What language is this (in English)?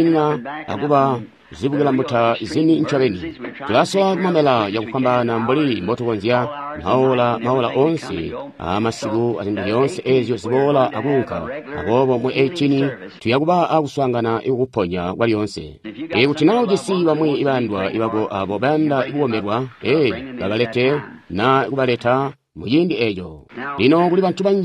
Tonga (Zambia)